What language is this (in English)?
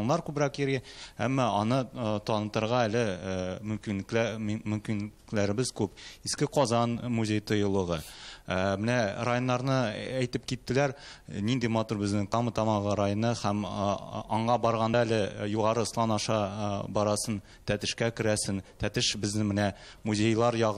Tatar